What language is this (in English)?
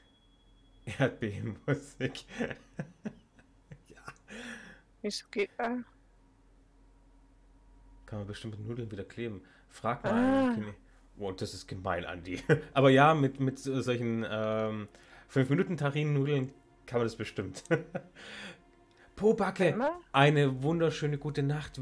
German